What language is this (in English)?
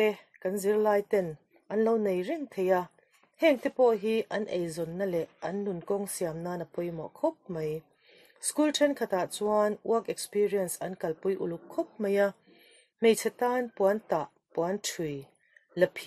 Mizo